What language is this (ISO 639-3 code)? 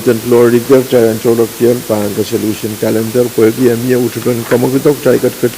pon